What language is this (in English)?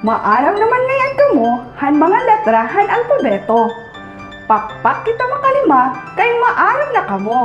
Waray